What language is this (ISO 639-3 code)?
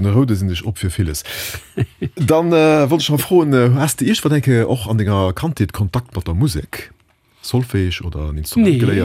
ltz